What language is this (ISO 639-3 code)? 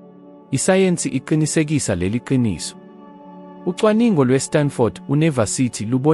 zul